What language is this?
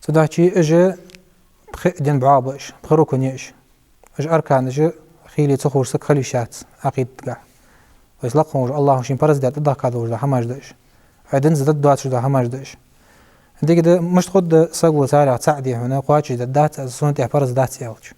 Ingush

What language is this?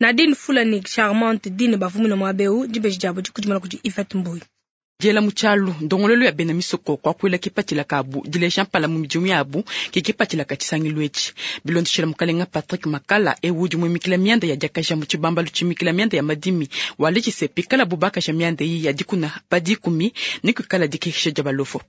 Luba-Lulua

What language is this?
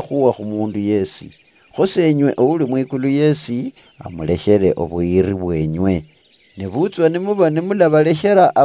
Luyia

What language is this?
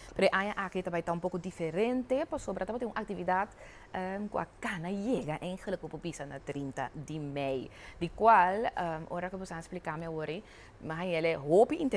Papiamento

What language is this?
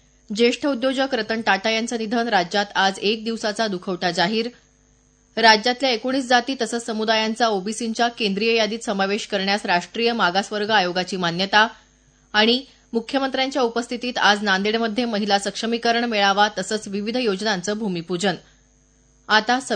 Marathi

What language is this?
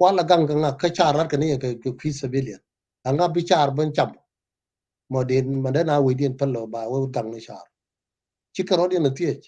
Nuer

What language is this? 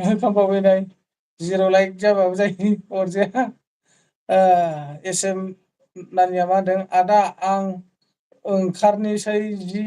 Bodo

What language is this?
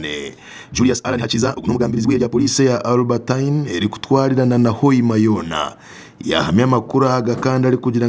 Nyankole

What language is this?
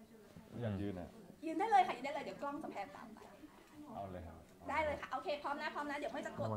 Thai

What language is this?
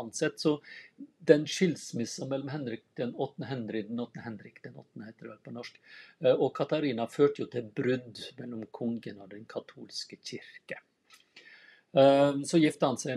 Norwegian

